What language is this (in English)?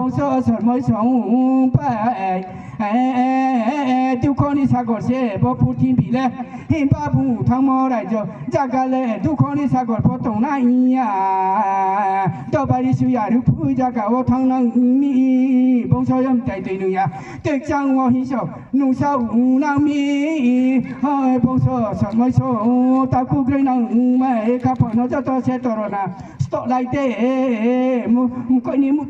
Riang (India)